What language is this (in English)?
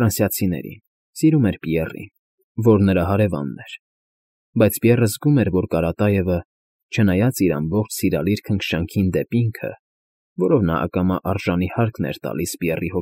Armenian